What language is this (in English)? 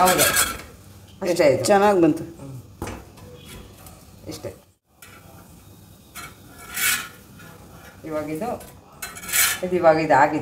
Kannada